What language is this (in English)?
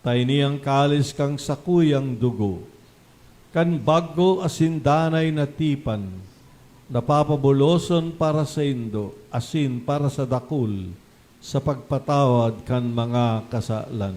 Bikol